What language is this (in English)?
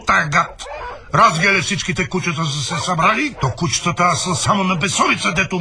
Bulgarian